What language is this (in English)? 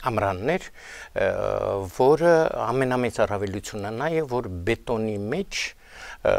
Armenian